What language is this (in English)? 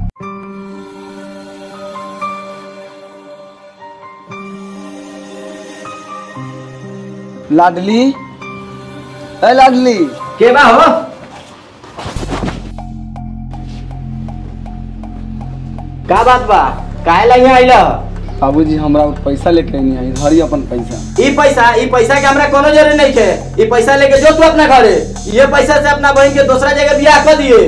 Bhojpuri